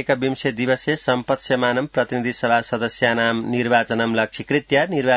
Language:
Sanskrit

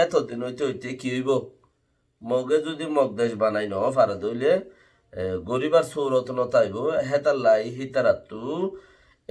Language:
Rohingya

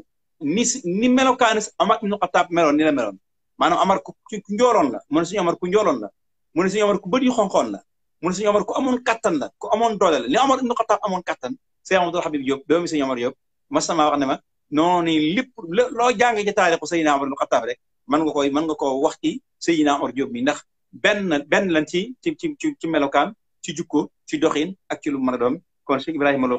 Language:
Wolof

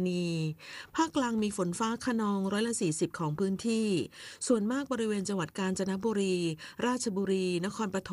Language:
Thai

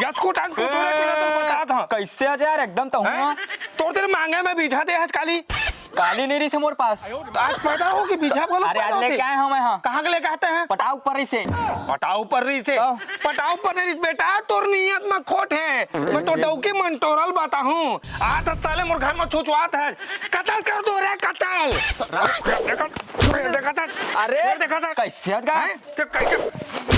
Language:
Chhattisgarhi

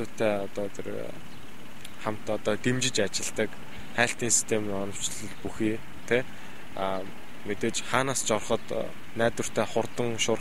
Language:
Mongolian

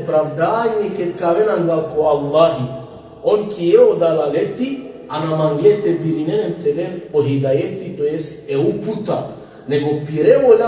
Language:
Balkan Romani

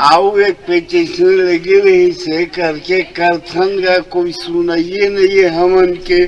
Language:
Chhattisgarhi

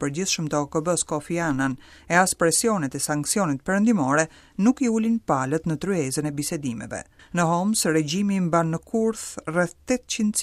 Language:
Albanian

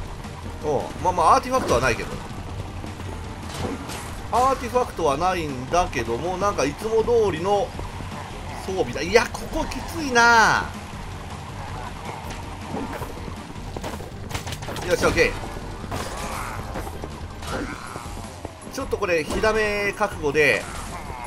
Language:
Japanese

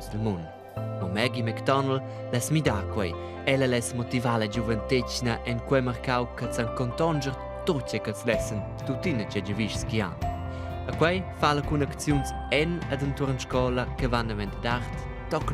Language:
Romansh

